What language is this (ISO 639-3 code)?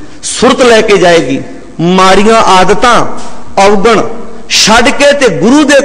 pan